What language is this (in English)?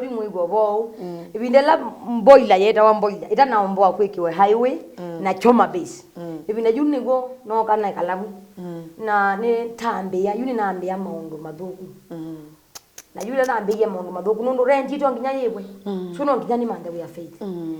Kamba